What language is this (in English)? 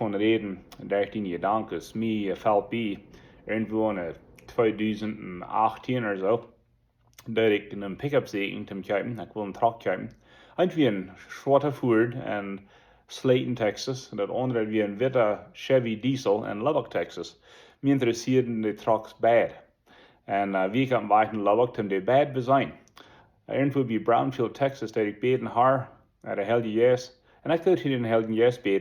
Plautdietsch